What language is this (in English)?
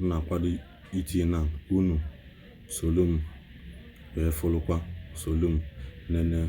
Igbo